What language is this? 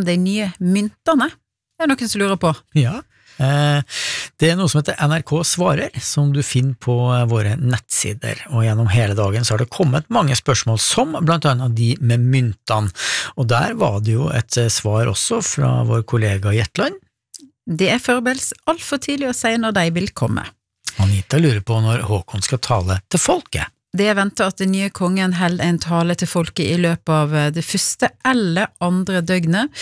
Norwegian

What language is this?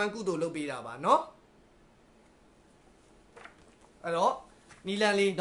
Burmese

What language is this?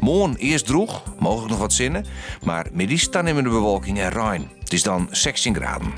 Western Frisian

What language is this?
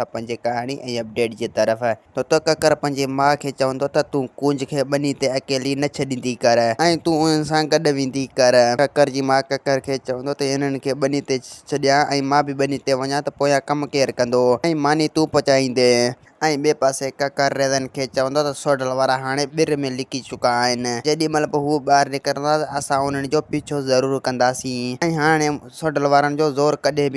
Sindhi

